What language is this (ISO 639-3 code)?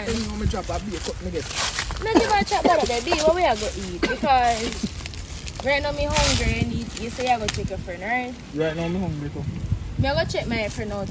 jam